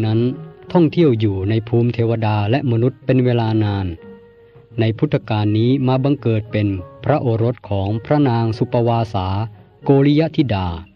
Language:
Thai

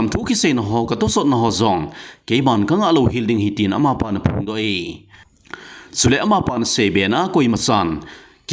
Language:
Thado Chin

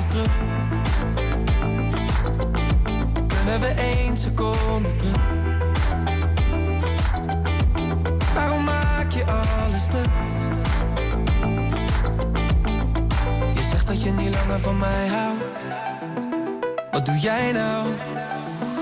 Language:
Dutch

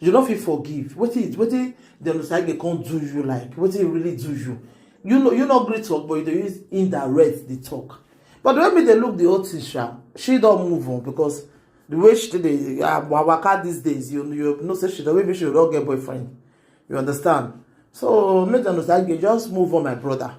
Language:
Nigerian Pidgin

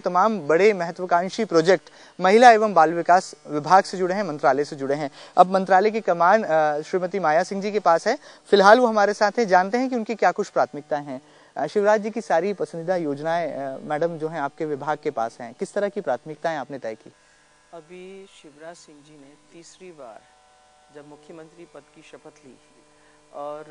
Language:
Hindi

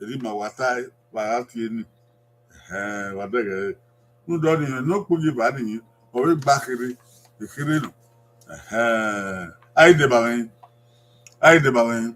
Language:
Bini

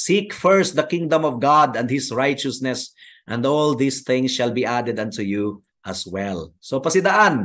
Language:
Cebuano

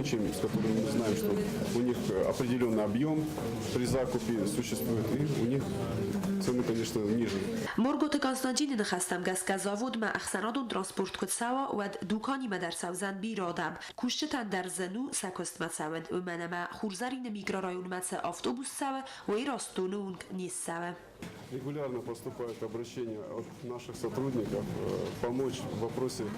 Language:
Ossetic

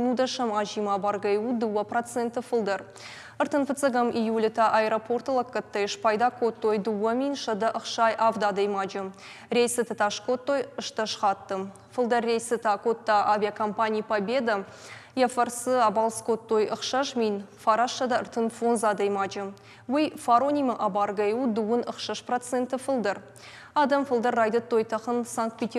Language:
Ossetic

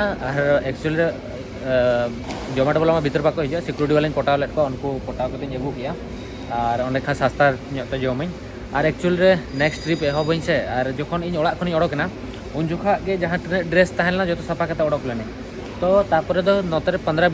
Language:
Santali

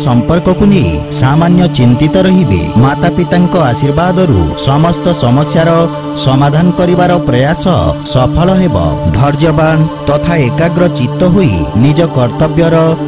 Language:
Odia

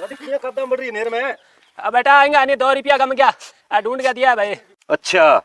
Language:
Haryanvi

